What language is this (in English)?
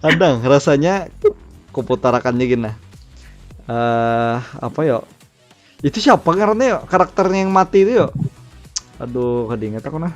Banjar